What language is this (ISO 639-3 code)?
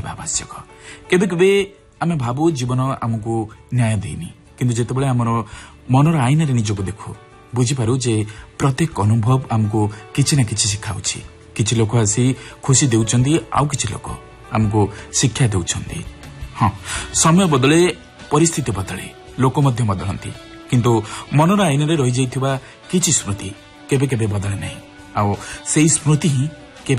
ori